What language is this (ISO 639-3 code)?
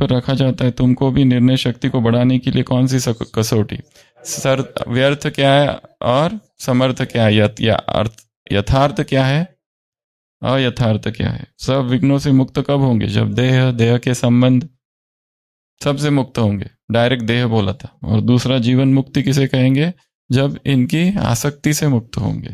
hin